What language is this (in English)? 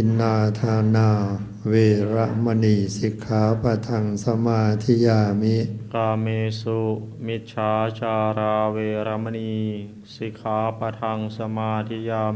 Pali